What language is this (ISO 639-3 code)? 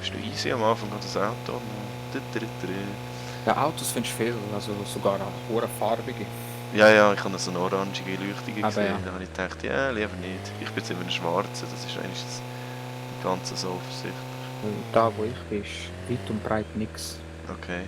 gsw